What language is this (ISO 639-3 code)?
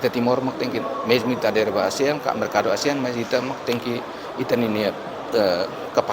tet